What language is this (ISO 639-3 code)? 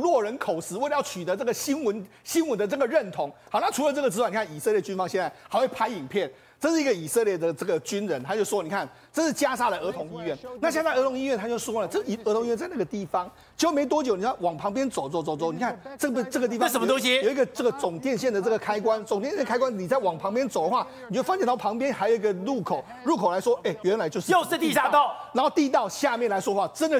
zho